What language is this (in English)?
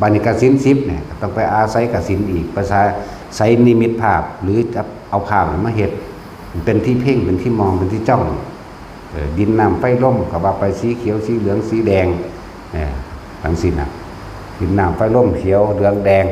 Northeastern Thai